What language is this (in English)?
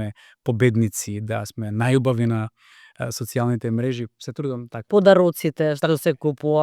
Macedonian